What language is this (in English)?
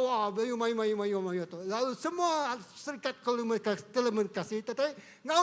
Iban